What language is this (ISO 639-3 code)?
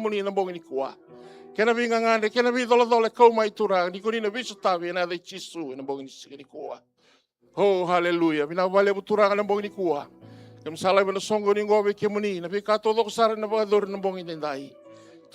fij